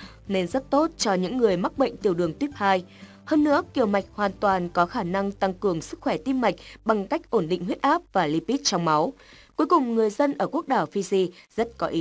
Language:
Vietnamese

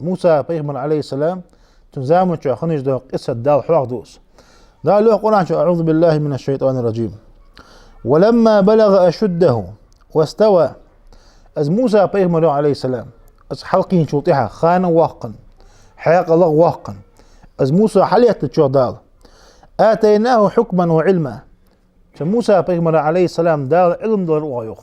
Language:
Ingush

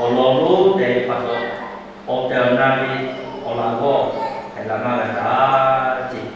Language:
Lahu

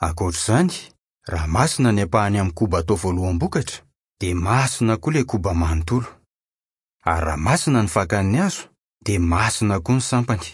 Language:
Malagasy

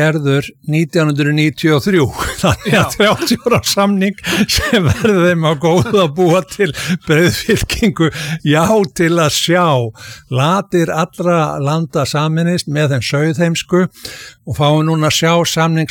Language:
Icelandic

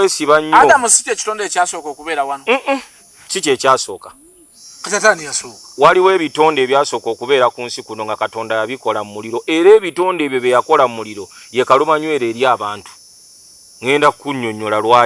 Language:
Ganda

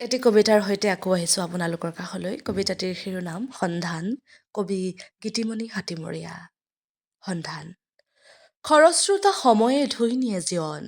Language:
Assamese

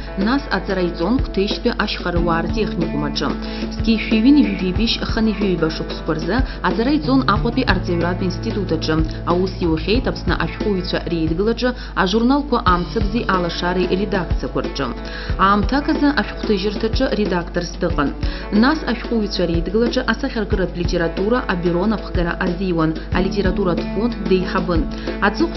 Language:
Abkhazian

